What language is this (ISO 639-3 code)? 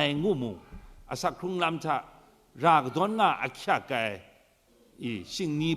kac